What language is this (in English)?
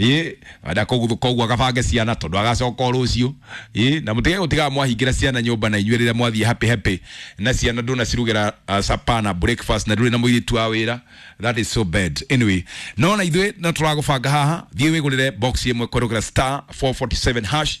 Kikuyu